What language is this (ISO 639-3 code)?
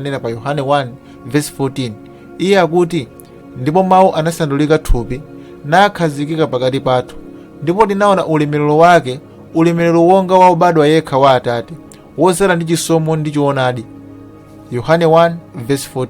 nya